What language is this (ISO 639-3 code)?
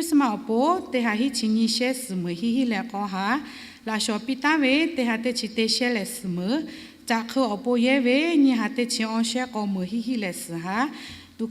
lhu